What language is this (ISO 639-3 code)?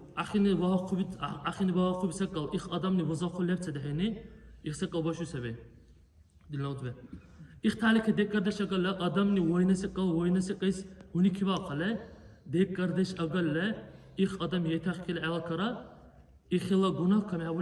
dar